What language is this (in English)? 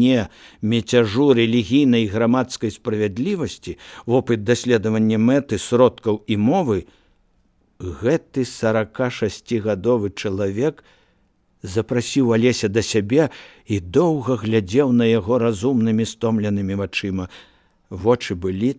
Belarusian